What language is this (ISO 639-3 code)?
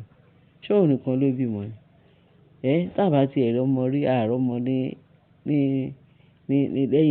yor